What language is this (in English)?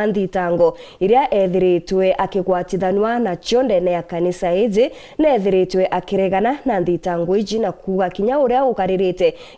Meru